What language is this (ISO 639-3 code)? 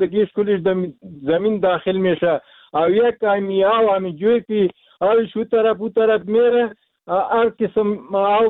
fas